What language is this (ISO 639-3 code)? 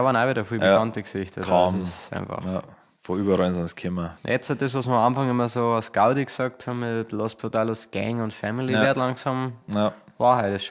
bar